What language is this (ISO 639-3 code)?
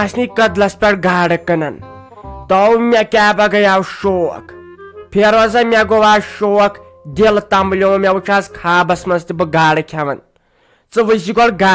kas